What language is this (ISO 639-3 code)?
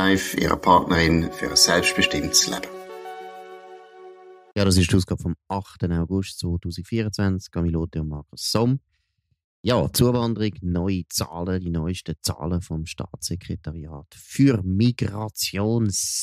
deu